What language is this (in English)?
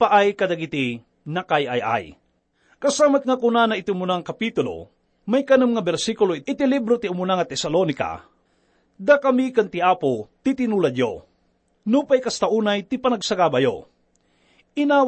Iloko